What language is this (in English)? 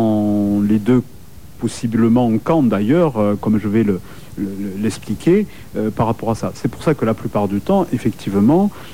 French